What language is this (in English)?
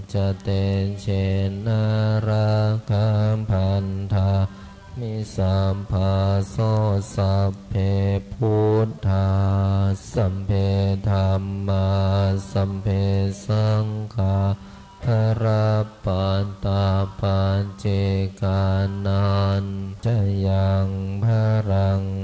Pali